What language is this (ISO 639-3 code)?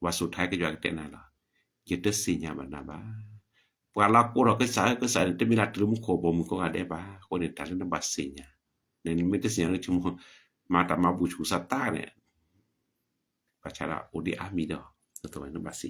ksw